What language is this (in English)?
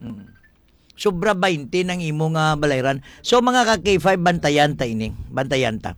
Hiligaynon